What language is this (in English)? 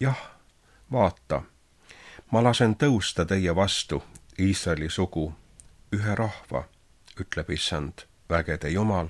Estonian